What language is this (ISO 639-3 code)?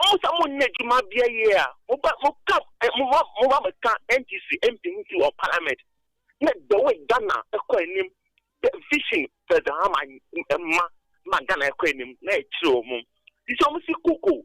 aka